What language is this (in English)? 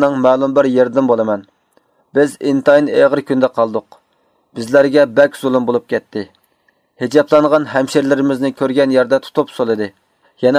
Uyghur